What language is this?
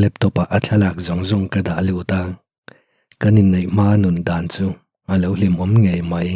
Mizo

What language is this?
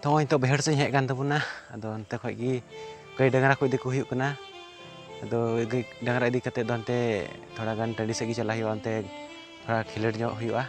Santali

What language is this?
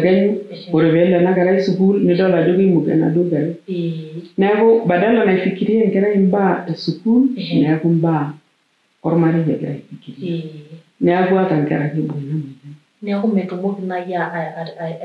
Masai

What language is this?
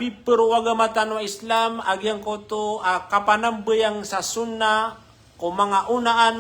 Maranao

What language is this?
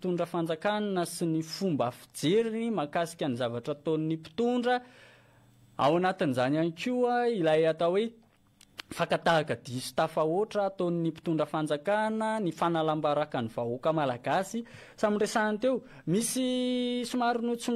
Malagasy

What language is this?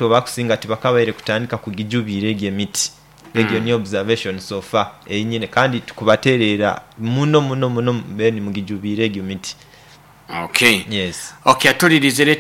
Nyoro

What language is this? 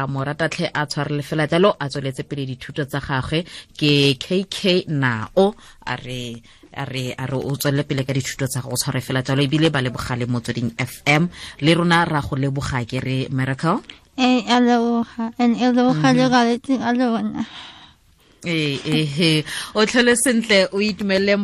Tswana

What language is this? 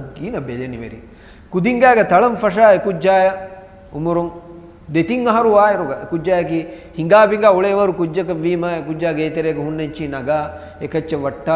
Divehi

